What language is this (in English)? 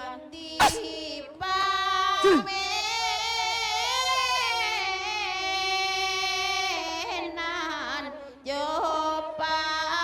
Minangkabau